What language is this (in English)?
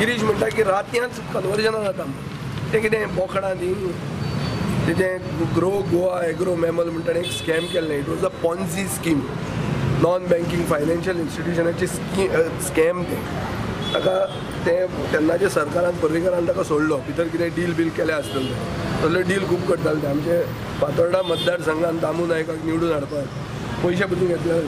Konkani